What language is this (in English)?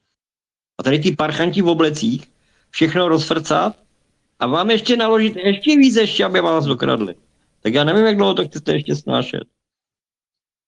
Czech